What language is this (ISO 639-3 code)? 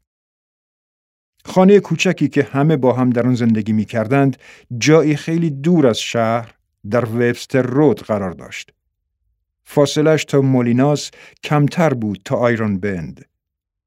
fas